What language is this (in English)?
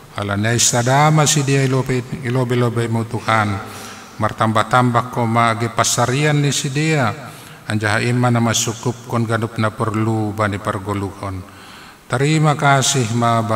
Batak Simalungun